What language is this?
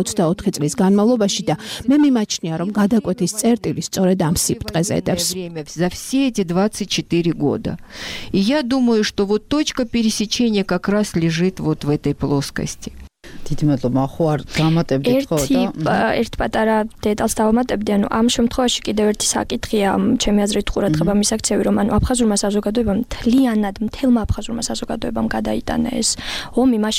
Georgian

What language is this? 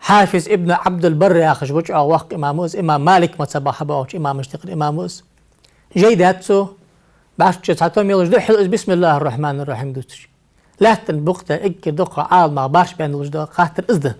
Ingush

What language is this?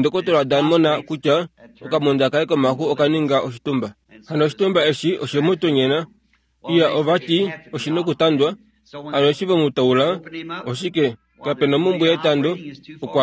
Kuanyama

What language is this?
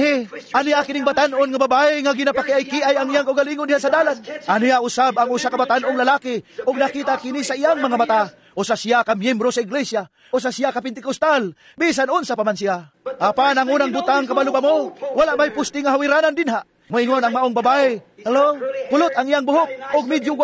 Cebuano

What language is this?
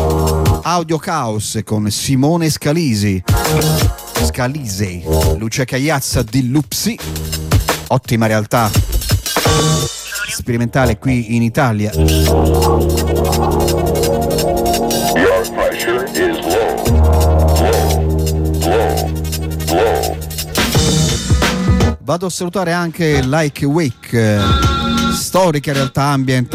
Italian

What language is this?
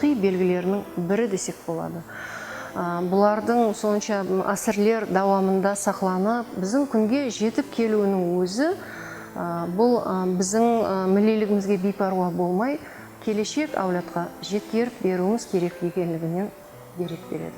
Kara-Kalpak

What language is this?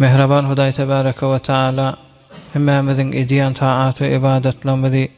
Turkmen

